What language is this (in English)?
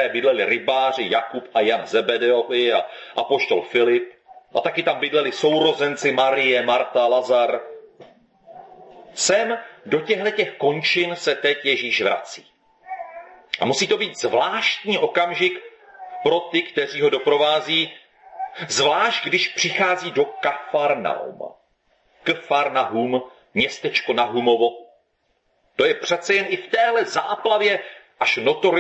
Czech